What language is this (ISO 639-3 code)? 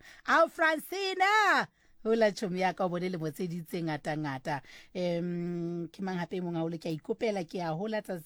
sot